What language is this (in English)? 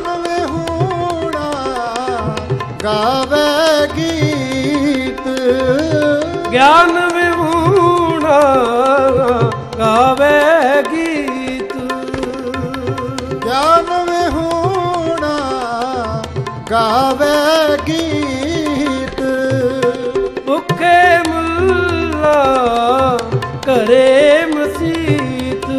Punjabi